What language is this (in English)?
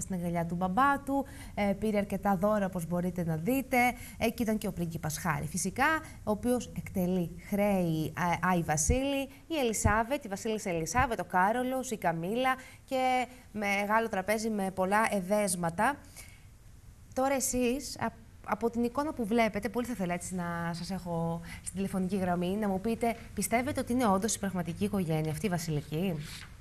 Greek